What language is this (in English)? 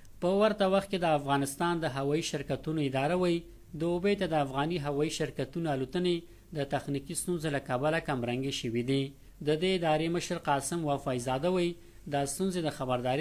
Pashto